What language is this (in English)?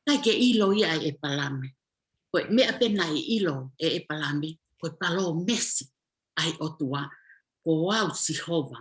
Tongan